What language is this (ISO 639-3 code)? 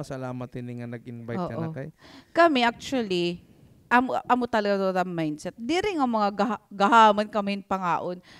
war